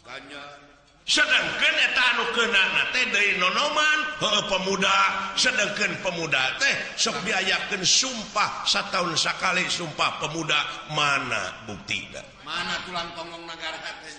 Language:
Sundanese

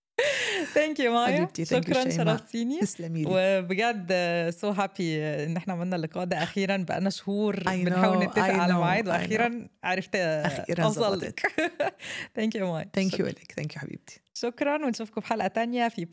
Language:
North Levantine Arabic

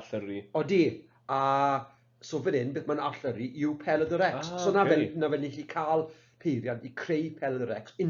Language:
Welsh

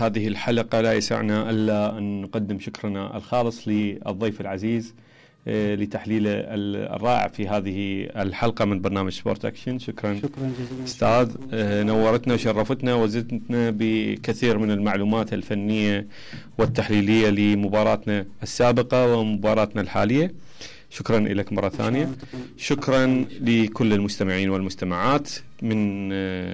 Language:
Mesopotamian Arabic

